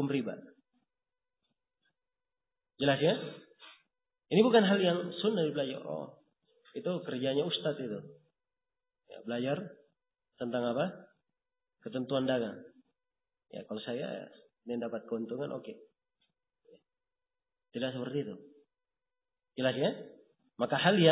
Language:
Indonesian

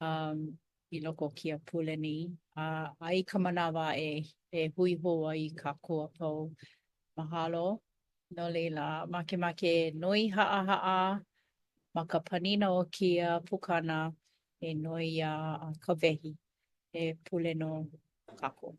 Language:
Hawaiian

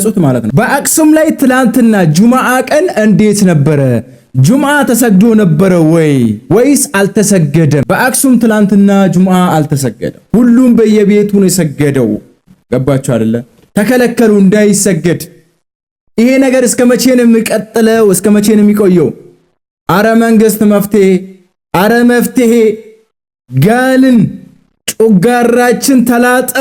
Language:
Amharic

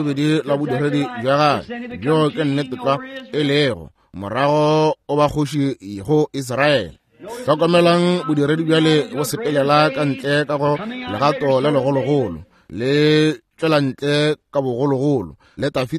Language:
Northern Sotho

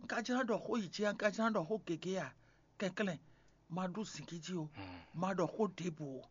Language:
Fon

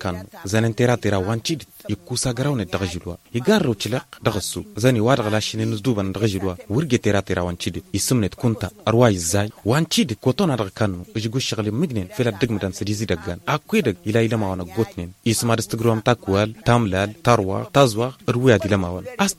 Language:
Tamasheq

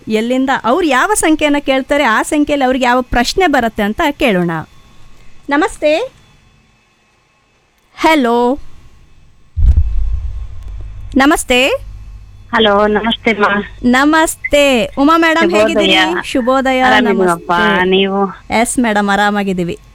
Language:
Kannada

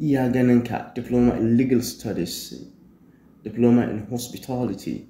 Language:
Hausa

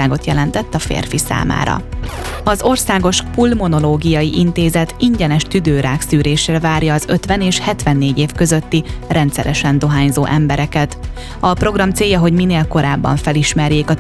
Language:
Hungarian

